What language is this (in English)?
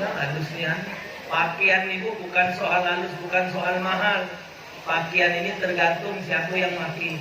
Musi